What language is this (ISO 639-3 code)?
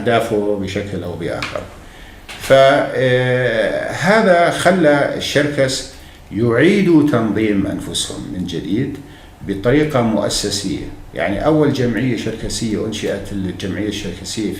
apc